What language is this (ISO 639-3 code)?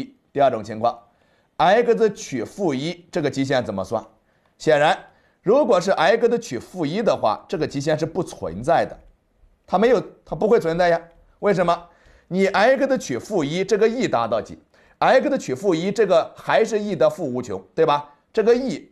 zho